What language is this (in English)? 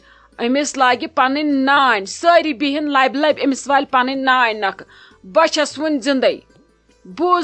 Kashmiri